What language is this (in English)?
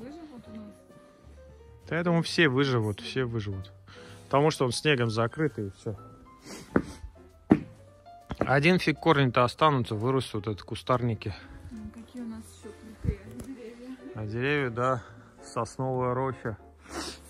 Russian